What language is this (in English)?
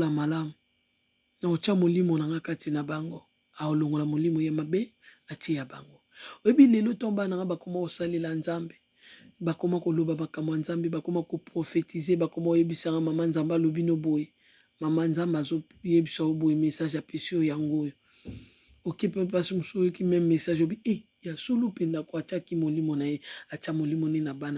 Lingala